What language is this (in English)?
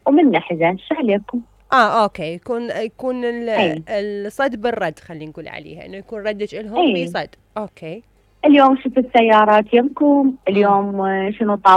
Mesopotamian Arabic